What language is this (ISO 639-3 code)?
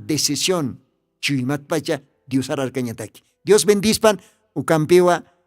aym